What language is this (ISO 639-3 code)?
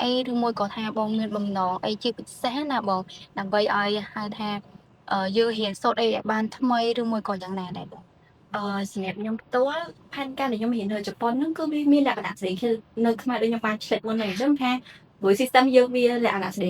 khm